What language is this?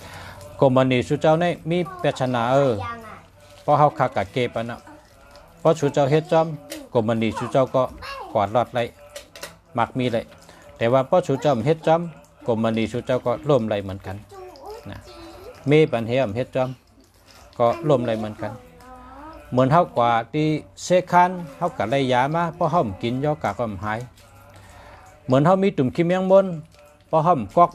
Shan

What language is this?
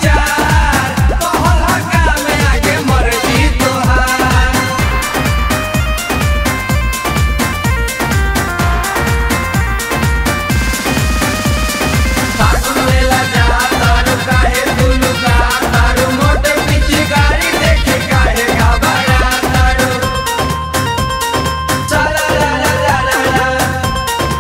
Bhojpuri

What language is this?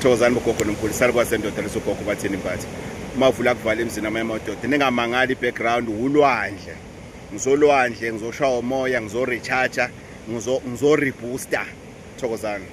Zulu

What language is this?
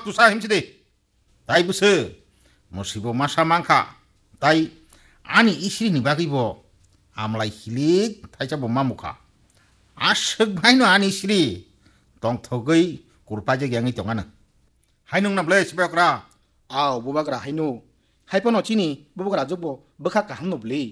Kok Borok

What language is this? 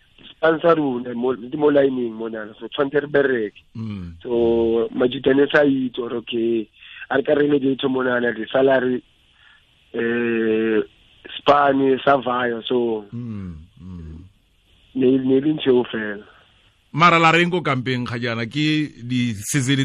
Tswana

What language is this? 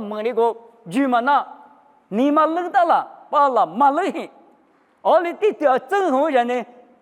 Lisu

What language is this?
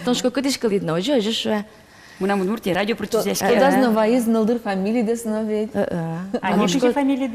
Udmurt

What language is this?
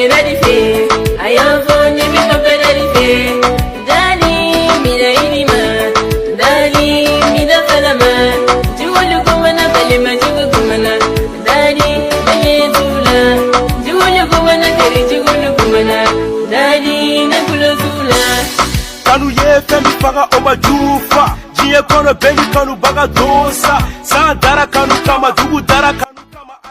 Bambara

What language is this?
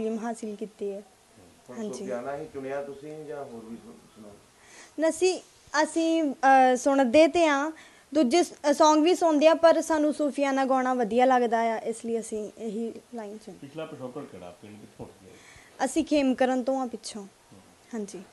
Punjabi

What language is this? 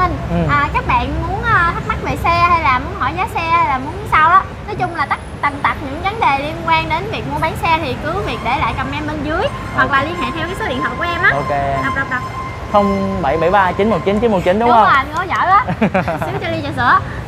Vietnamese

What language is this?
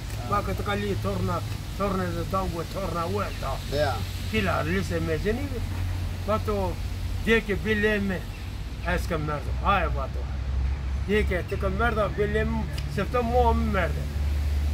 Zaza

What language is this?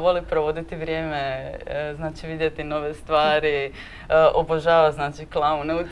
Croatian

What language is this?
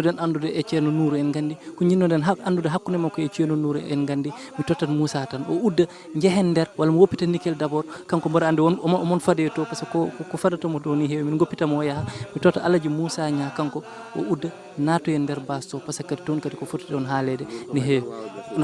Fula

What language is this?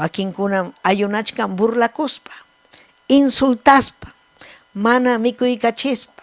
Ayacucho Quechua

